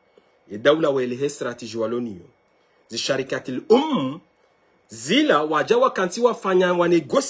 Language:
Ngazidja Comorian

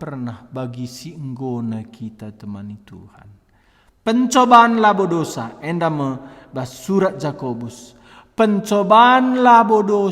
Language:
Batak Karo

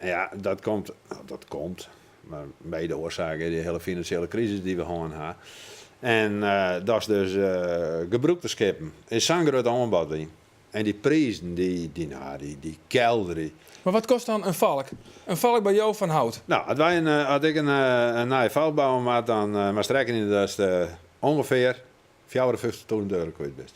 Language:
Western Frisian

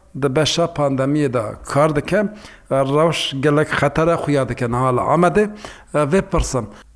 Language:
Kurdish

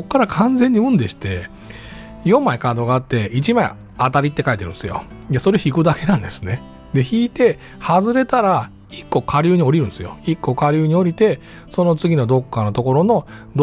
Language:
Japanese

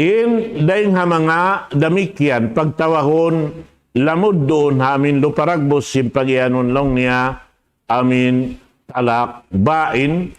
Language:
Tausug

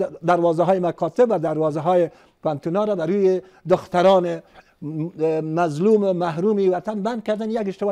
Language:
Persian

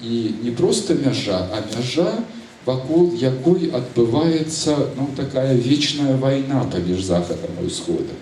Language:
Belarusian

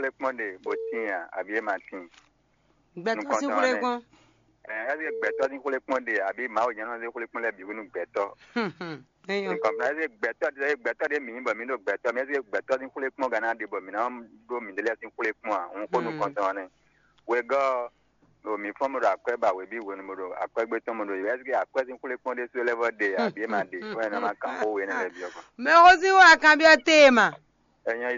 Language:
Fon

